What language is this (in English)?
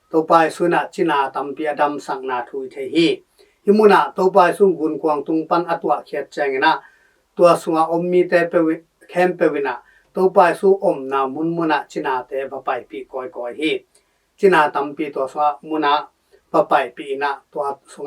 Tedim Chin